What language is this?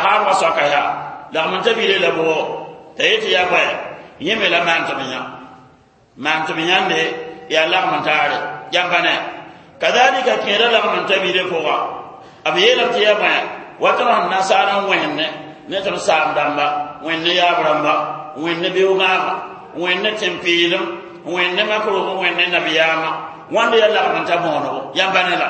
Mossi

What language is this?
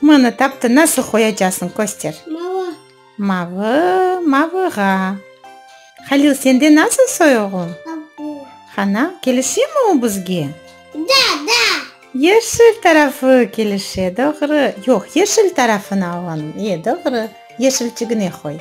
Crimean Tatar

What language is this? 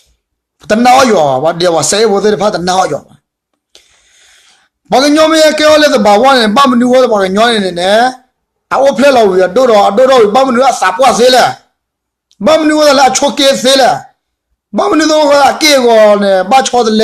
S'gaw Karen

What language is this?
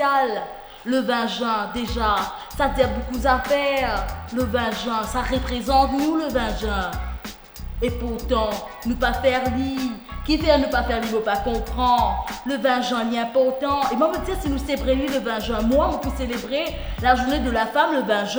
Morisyen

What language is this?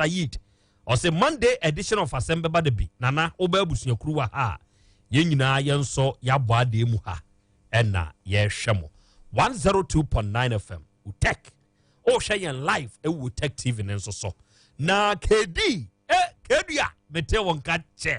Akan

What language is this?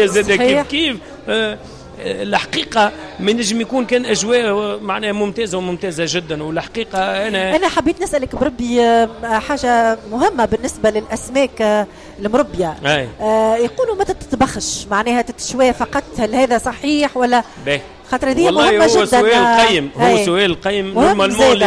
Tunisian Arabic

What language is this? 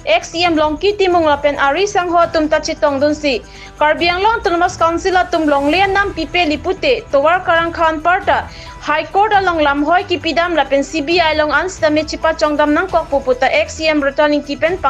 Karbi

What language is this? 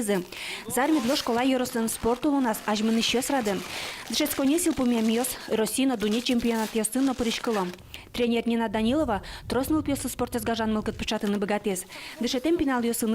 Udmurt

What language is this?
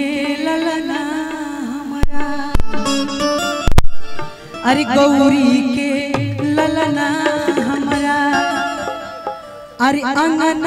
Bhojpuri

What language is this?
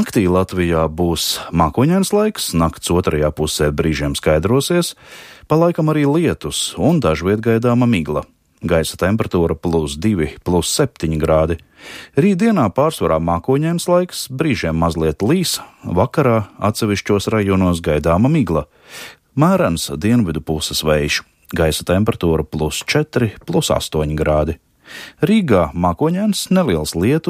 Latvian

